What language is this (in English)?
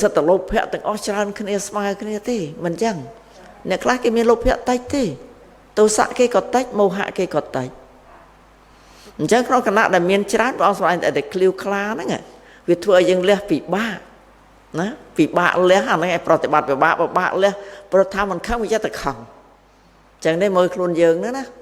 Khmer